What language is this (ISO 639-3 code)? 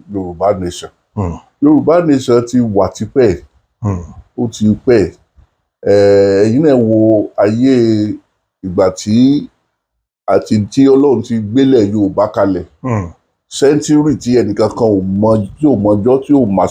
yor